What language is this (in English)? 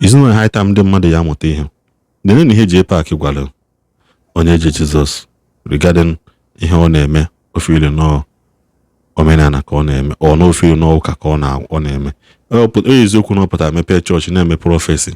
Igbo